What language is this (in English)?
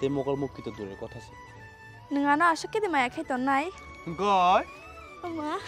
Kok Borok